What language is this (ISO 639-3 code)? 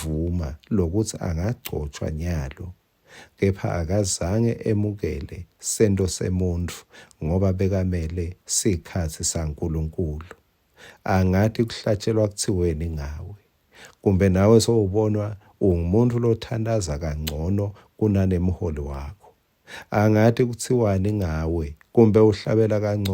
ssw